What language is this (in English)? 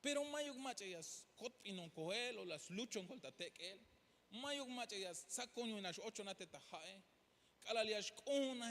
Tzeltal